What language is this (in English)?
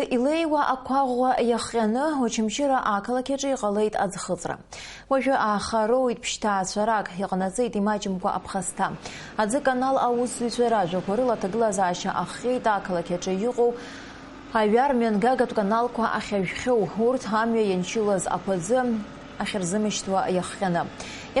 Abkhazian